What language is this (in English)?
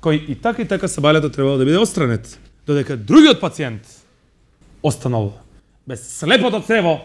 Macedonian